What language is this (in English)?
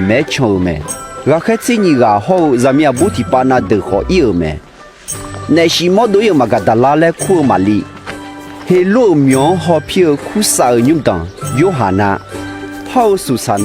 Akha